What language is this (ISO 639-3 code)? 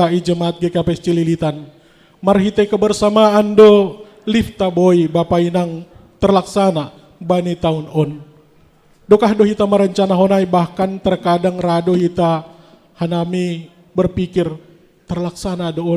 bts